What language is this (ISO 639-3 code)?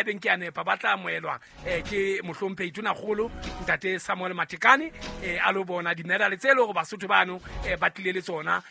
sot